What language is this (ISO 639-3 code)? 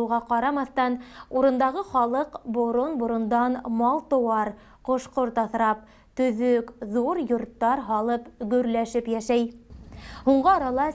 bak